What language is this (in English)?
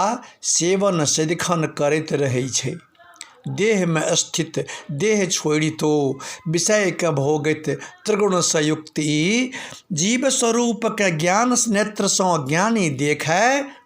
Maithili